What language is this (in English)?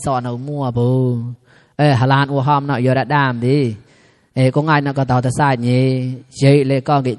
Mon